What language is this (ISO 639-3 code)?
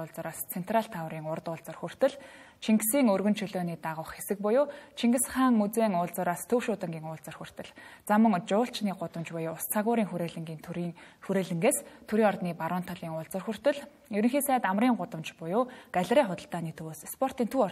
mon